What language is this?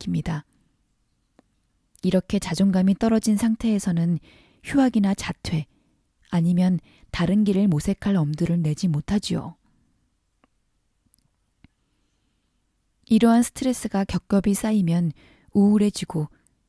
Korean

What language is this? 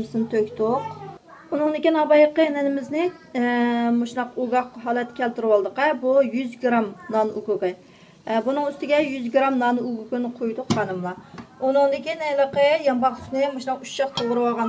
Uyghur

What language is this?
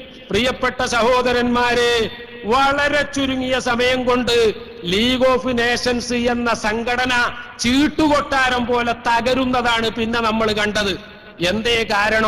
Malayalam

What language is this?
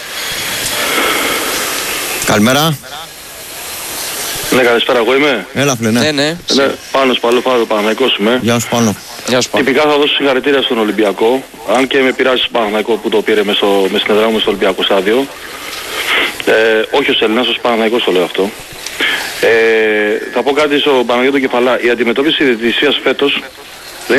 Greek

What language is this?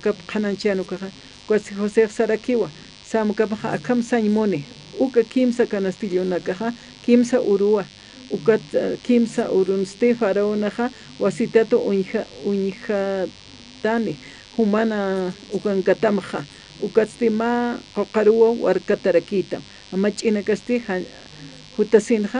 Aymara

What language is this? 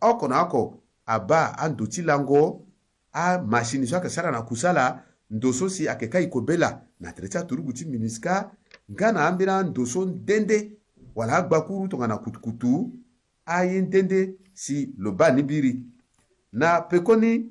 Sango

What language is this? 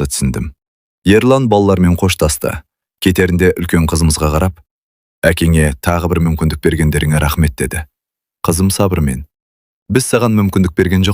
Kazakh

